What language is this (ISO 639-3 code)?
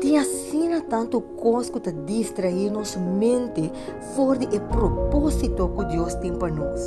pap